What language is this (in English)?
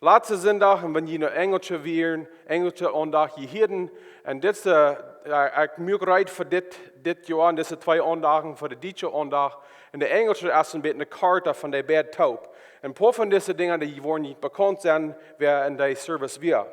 Plautdietsch